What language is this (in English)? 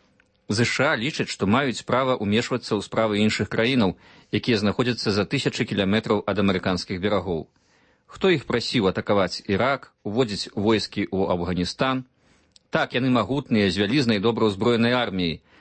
Belarusian